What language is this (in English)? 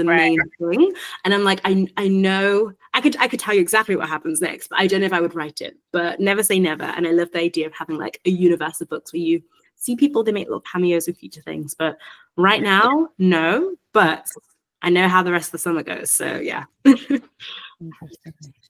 English